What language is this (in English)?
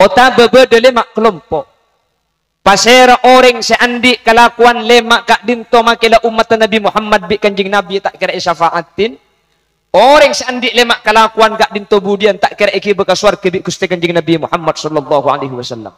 Madurese